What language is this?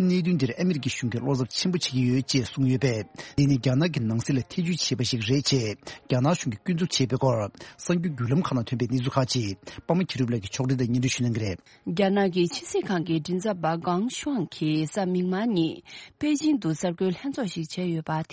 Tibetan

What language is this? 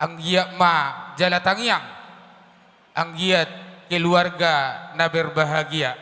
Batak Toba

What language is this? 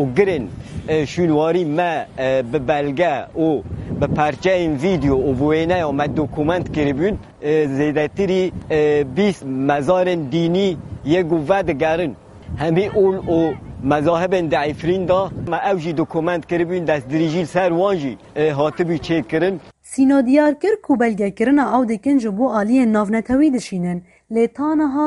Kurdish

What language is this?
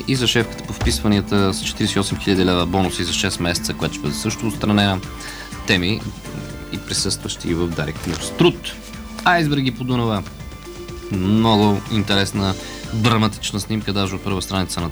Bulgarian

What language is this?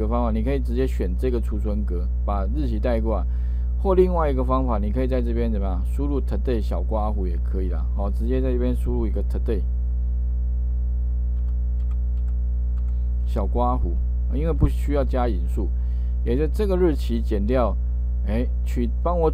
Chinese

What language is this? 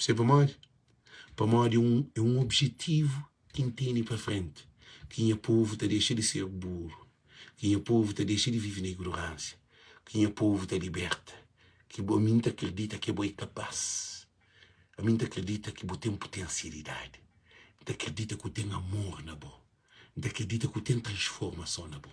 Kabuverdianu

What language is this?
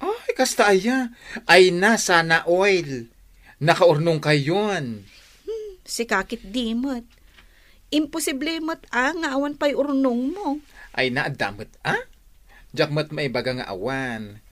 Iloko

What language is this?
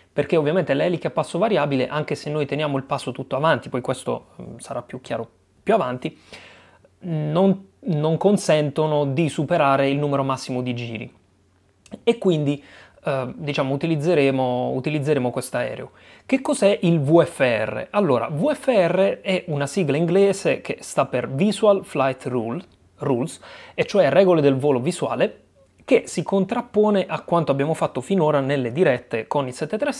Italian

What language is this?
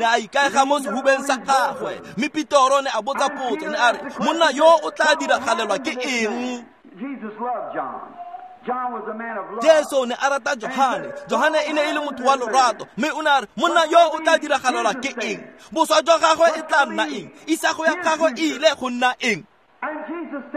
Tswana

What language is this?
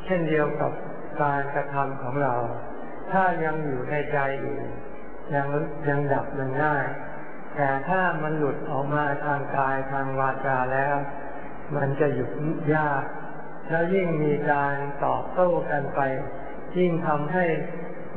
Thai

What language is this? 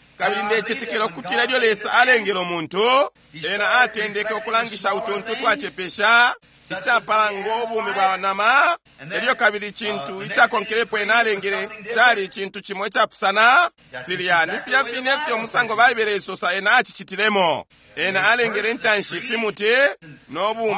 Bemba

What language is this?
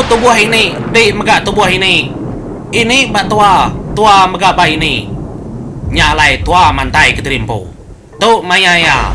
Iban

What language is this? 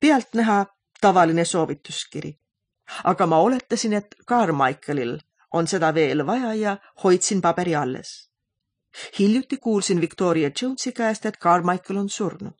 Estonian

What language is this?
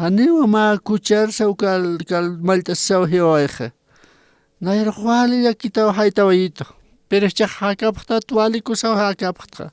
Aymara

